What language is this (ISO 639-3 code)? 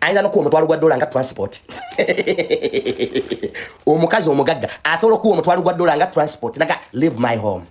lug